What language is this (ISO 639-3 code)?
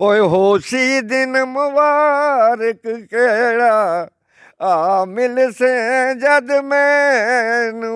doi